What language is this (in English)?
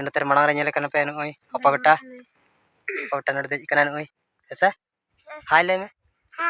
Santali